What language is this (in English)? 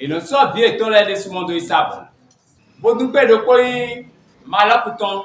Fon